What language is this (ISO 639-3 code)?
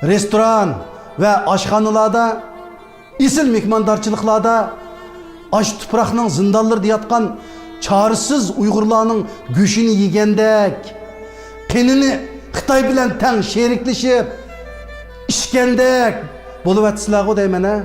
uig